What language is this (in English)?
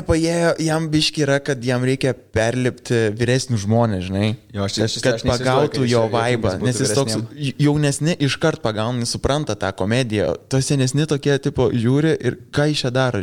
Lithuanian